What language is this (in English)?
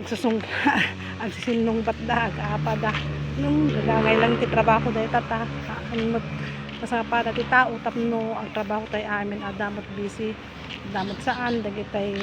Iloko